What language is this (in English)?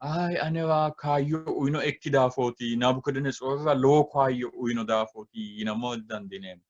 Sidamo